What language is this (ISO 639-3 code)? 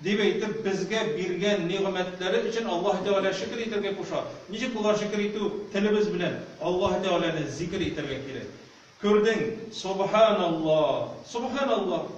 tat